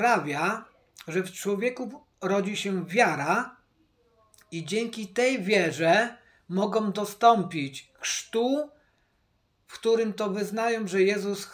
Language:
Polish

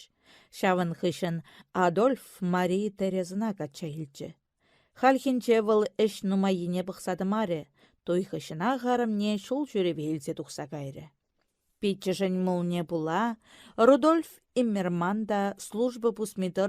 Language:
Chuvash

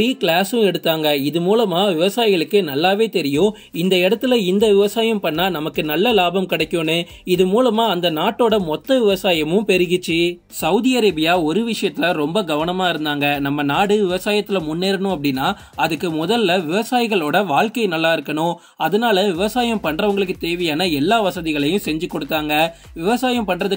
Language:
Tamil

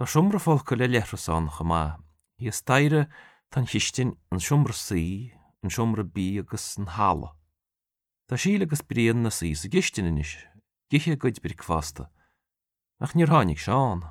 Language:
Irish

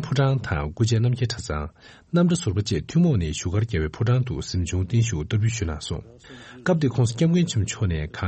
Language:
Tibetan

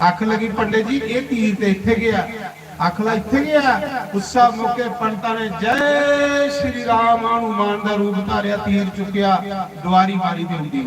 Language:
Dogri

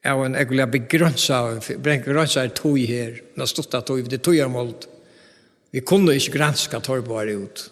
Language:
Faroese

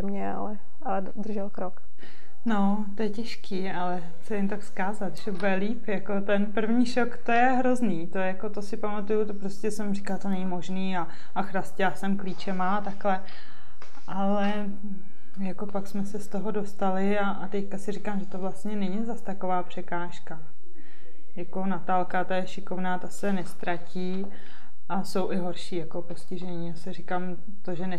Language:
Czech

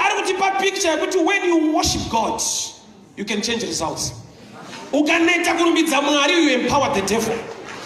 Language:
Shona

